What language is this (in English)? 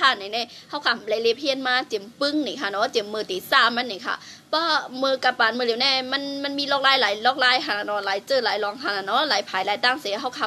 Shan